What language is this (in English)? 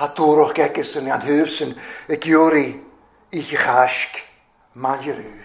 Welsh